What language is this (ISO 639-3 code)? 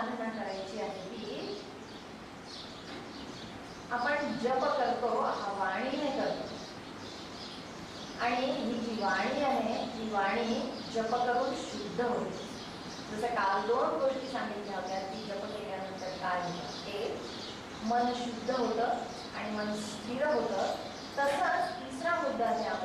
mar